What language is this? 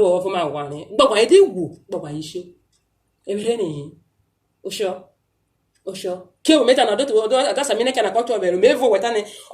Urhobo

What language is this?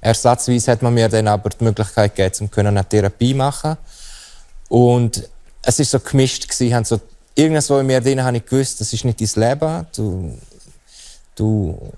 Romansh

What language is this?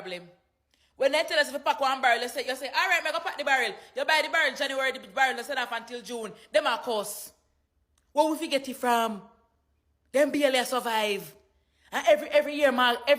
Jamaican Creole English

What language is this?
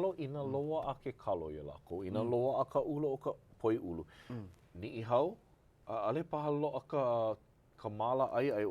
Hawaiian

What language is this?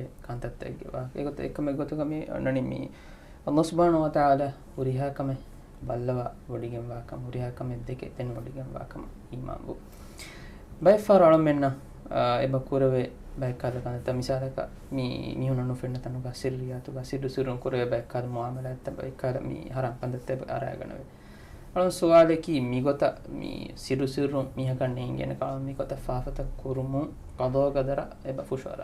Divehi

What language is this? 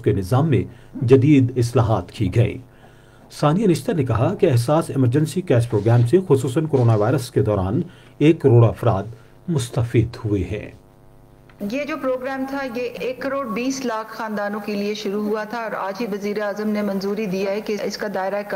Urdu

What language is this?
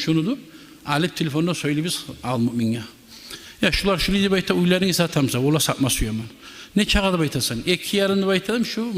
Kumyk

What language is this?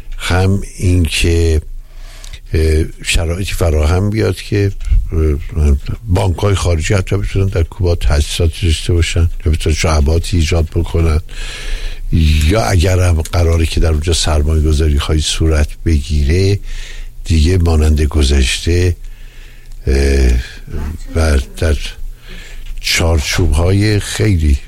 Persian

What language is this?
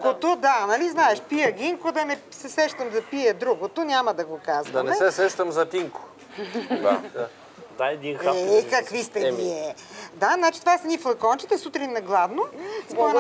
Bulgarian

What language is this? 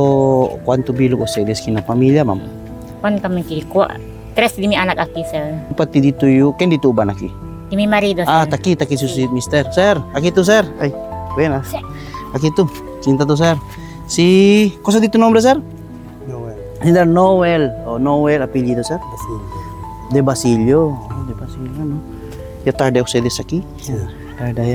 Chavacano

